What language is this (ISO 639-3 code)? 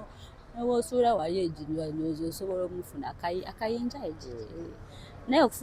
lug